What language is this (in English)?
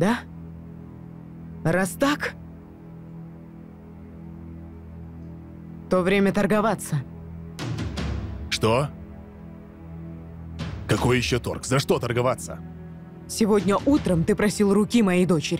Russian